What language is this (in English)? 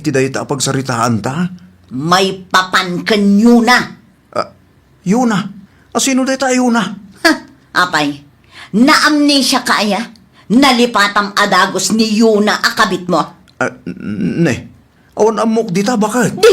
Iloko